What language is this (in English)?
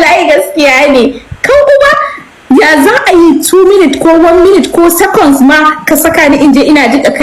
Hausa